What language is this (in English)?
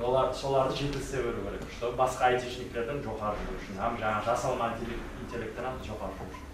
Kara-Kalpak